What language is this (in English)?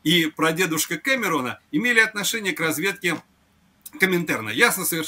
Russian